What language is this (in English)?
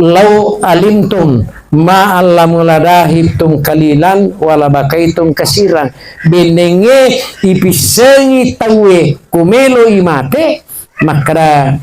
Buginese